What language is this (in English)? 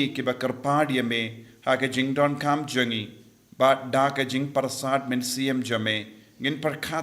Khasi